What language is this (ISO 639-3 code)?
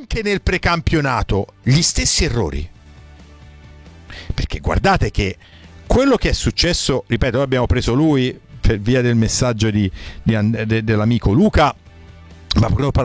ita